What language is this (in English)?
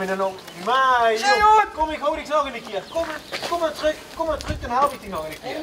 Limburgish